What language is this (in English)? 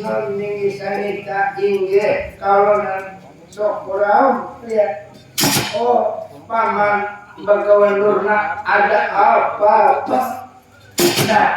Banjar